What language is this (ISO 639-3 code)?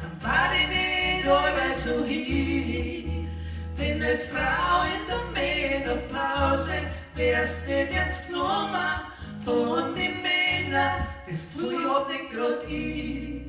bar